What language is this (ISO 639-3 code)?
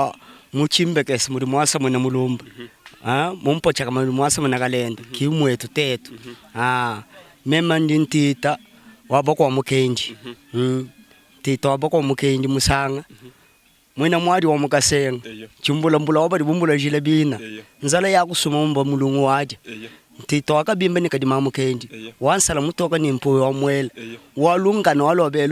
lua